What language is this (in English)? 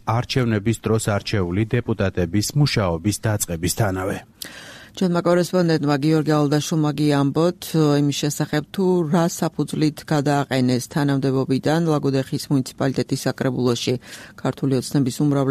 Georgian